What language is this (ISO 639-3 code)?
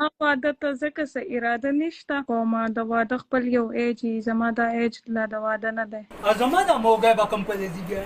pus